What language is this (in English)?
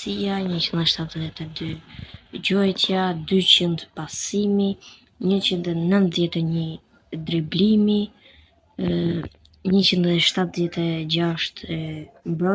Albanian